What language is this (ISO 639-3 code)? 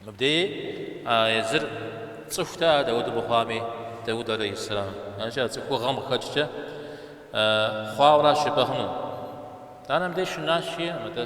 kbd